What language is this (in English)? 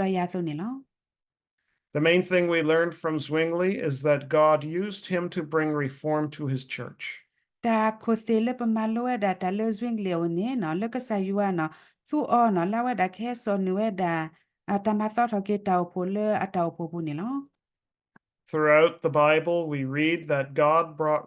S'gaw Karen